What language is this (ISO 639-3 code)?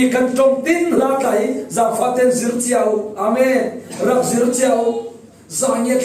cfm